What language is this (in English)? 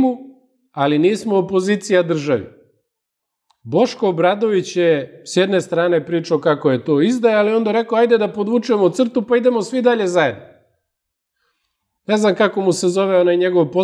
Serbian